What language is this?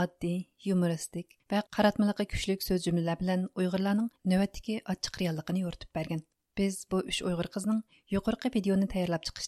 Uyghur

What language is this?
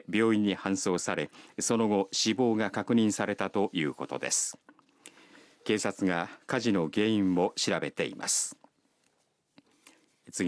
Japanese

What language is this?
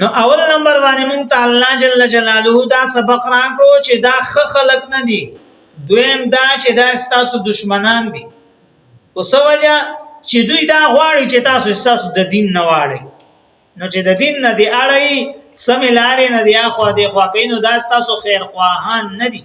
Pashto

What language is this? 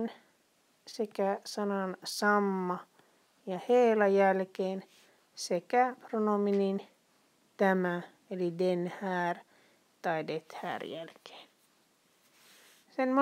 Finnish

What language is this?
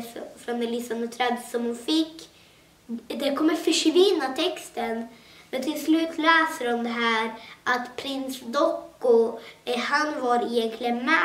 Swedish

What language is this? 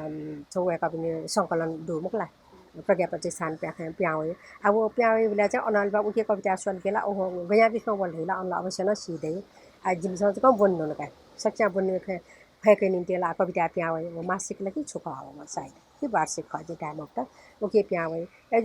Newari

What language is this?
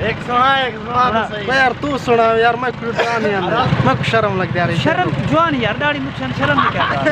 Saraiki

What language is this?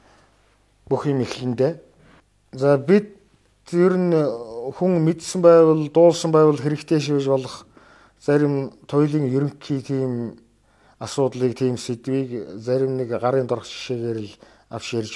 Mongolian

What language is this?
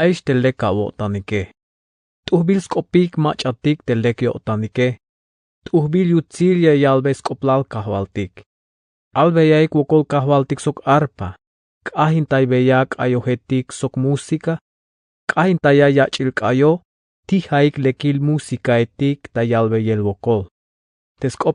Tzeltal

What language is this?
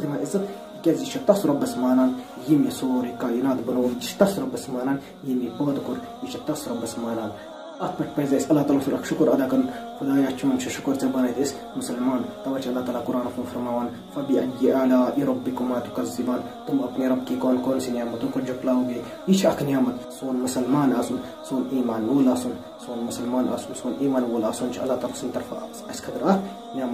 Kashmiri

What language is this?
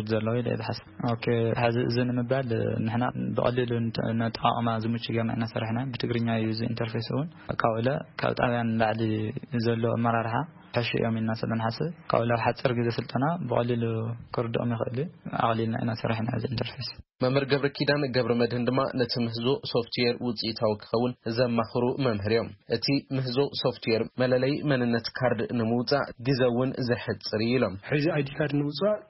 Tigrinya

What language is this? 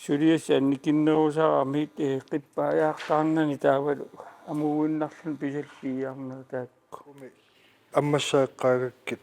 Kalaallisut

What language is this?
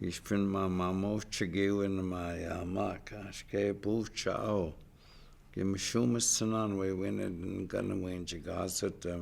Chippewa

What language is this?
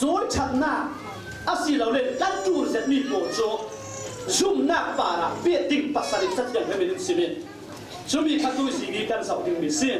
Falam Chin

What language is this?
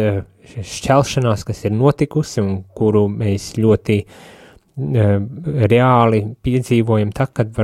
Latvian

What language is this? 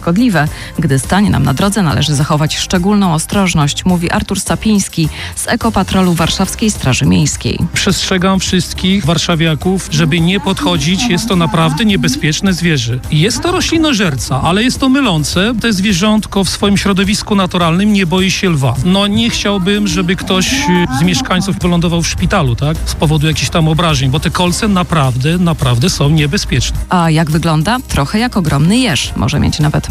Polish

